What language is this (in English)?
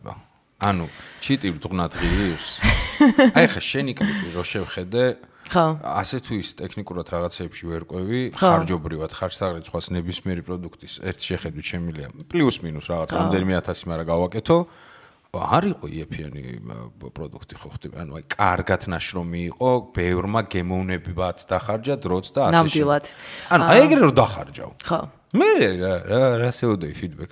Georgian